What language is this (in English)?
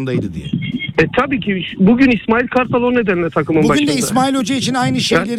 Turkish